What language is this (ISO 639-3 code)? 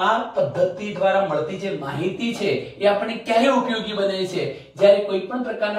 guj